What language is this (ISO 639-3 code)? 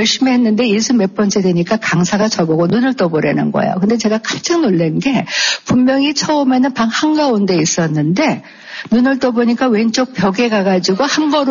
kor